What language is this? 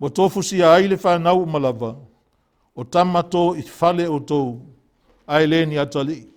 Samoan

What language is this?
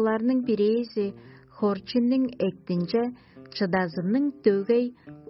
Tuvinian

